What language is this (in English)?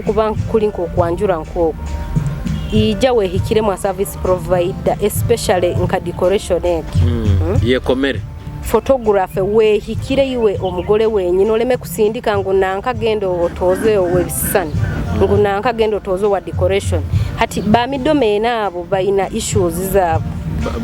Nyoro